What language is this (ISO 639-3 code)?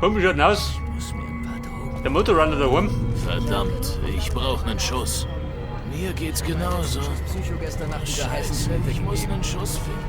bar